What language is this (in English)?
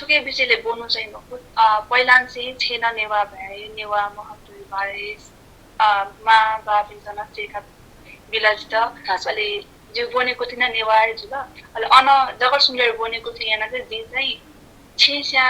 Newari